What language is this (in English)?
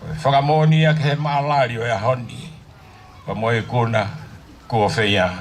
Tongan